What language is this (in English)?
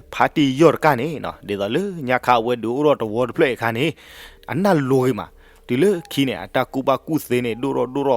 S'gaw Karen